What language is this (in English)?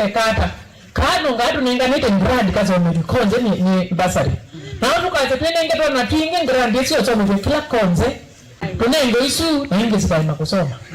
Kamba